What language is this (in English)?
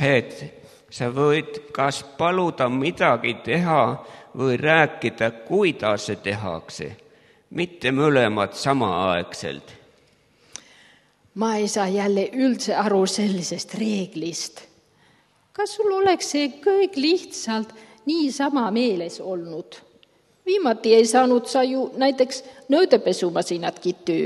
Estonian